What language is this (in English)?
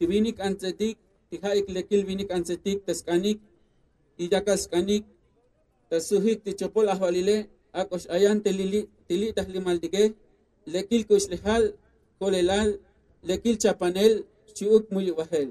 Tzotzil